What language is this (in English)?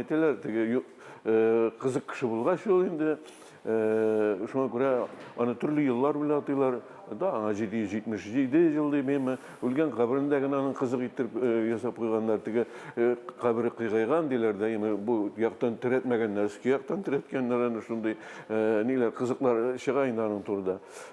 Tatar